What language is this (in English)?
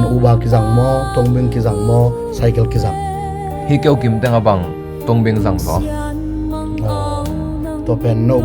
Tedim Chin